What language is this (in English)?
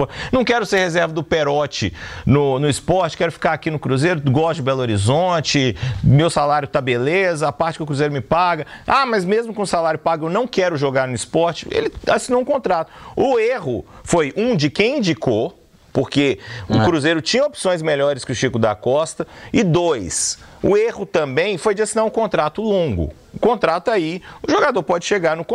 Portuguese